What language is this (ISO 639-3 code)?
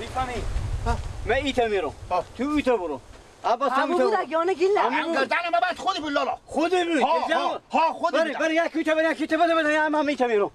fas